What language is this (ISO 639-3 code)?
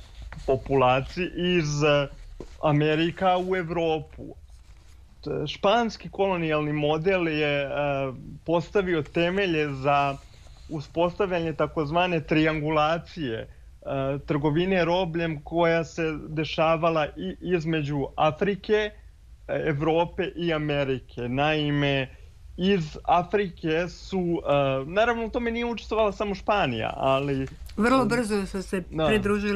srp